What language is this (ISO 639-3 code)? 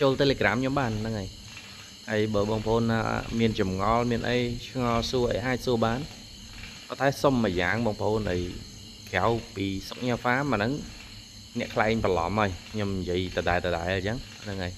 khm